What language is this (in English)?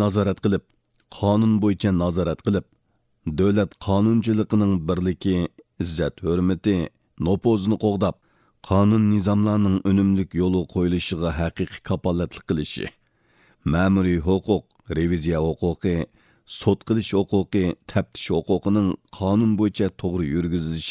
Uyghur